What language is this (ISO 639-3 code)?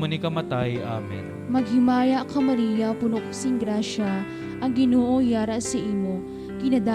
hil